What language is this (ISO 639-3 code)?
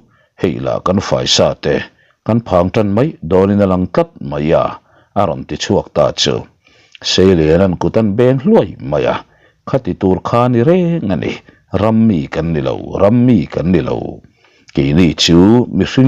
lus